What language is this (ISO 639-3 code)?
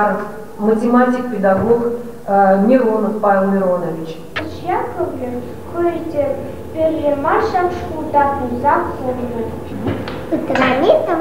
chv